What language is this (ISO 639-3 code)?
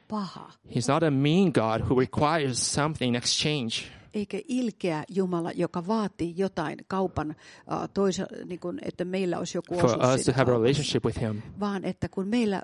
fin